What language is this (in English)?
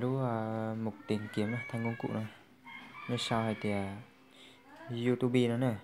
Hmong